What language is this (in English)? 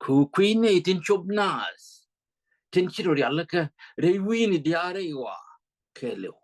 Nuer